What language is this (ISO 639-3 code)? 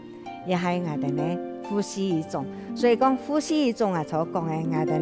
hak